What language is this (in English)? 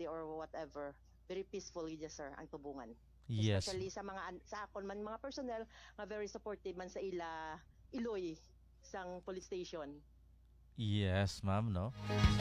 Hiligaynon